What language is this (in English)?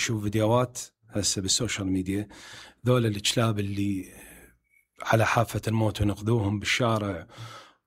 Mesopotamian Arabic